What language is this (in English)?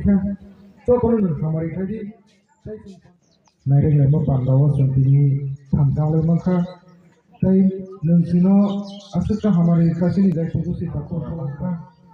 Kok Borok